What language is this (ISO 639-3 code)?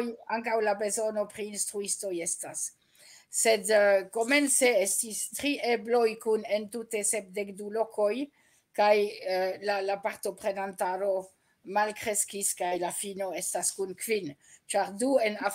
epo